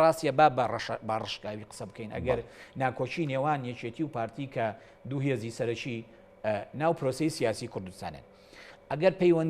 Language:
Central Kurdish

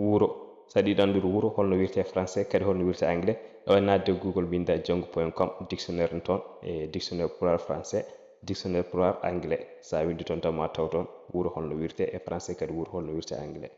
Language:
Fula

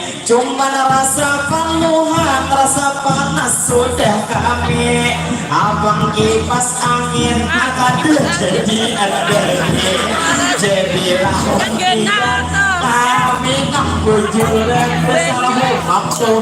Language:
Banjar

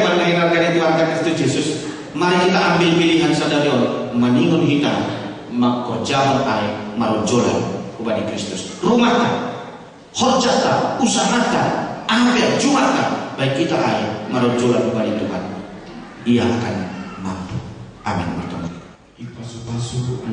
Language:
Batak Simalungun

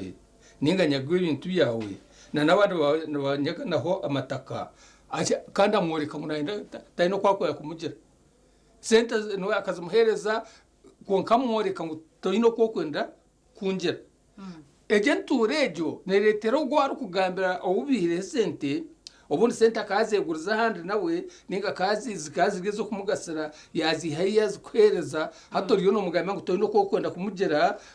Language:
Nyankole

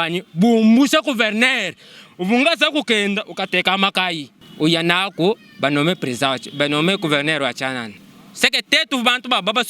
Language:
Luba-Lulua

